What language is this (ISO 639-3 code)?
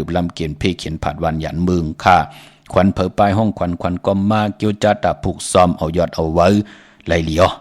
shn